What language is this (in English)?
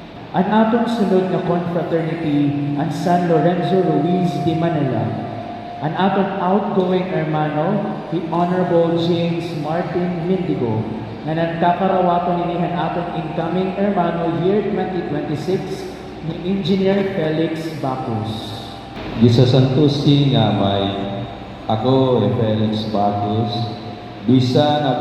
Waray